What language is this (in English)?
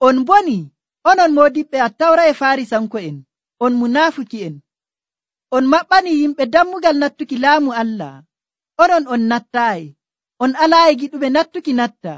Nigerian Fulfulde